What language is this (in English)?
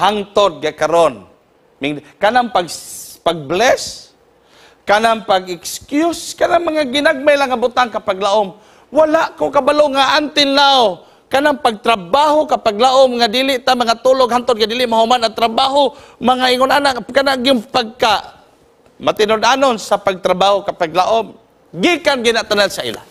Cebuano